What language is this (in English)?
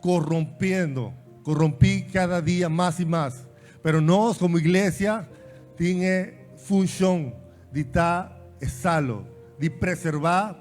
Papiamento